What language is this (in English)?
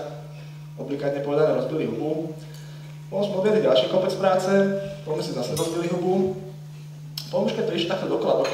Slovak